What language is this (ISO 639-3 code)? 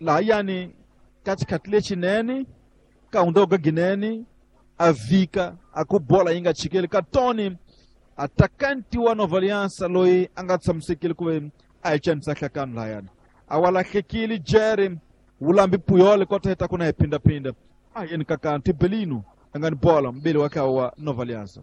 tso